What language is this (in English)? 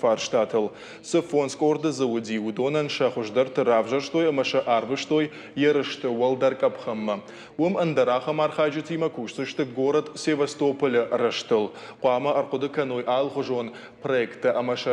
Ossetic